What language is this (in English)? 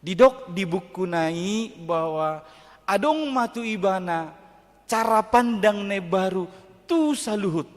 Batak Toba